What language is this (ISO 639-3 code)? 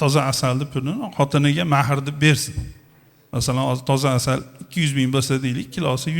uzb